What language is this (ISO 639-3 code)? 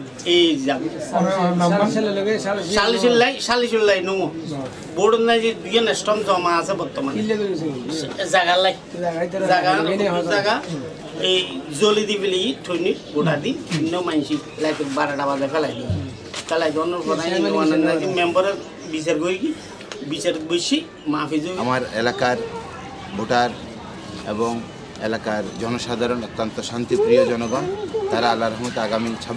ben